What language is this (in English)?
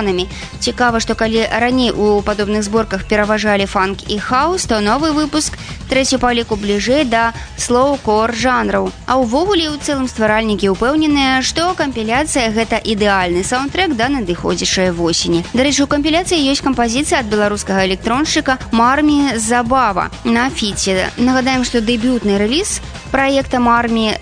Belarusian